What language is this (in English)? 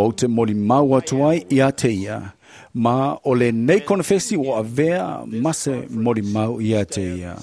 Samoan